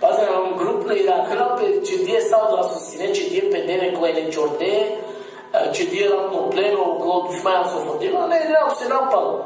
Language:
Balkan Romani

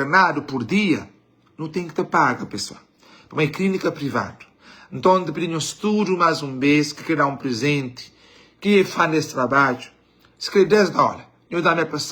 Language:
Kabuverdianu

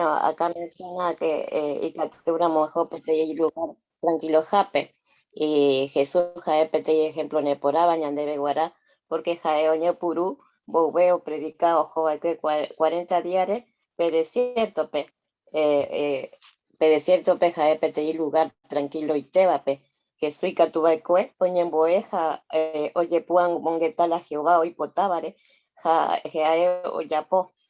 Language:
Guarani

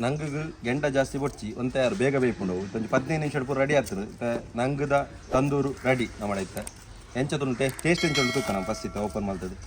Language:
Tulu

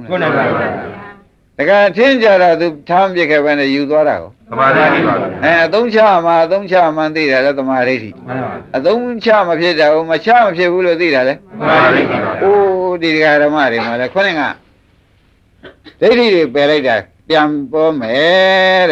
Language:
Burmese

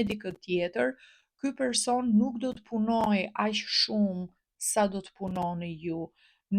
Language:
Albanian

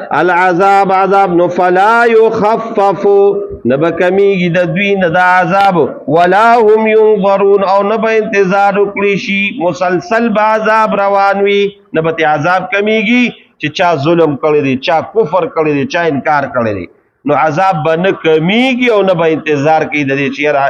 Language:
Pashto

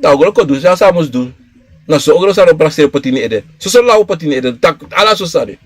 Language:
Sranan Tongo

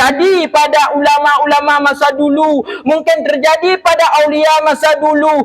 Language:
Achinese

